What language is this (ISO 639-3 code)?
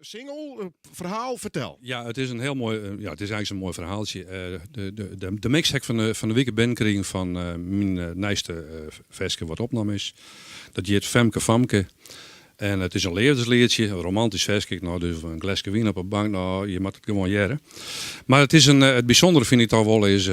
fry